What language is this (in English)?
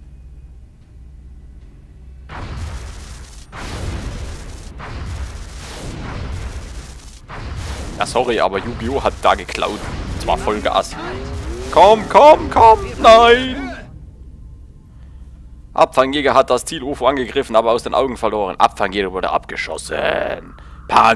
German